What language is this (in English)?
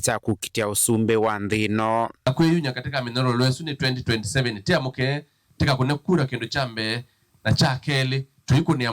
Kamba